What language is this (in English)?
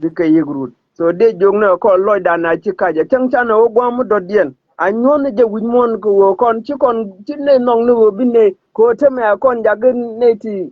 Nuer